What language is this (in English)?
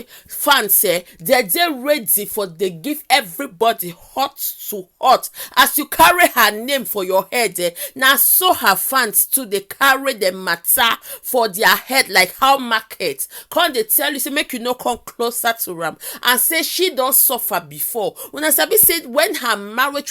Nigerian Pidgin